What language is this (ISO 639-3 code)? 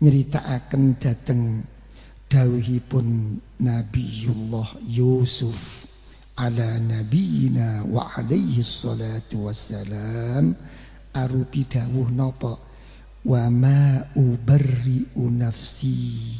jav